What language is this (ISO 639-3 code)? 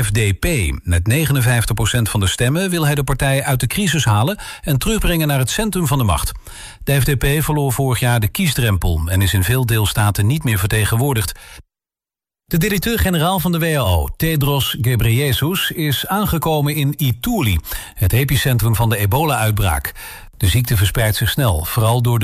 nld